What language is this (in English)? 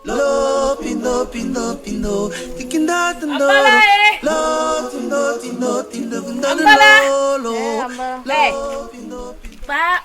Basaa